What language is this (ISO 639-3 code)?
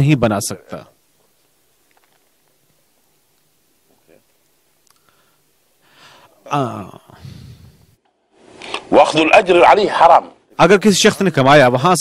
urd